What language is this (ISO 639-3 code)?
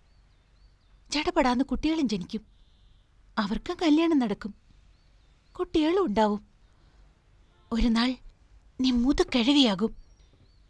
mal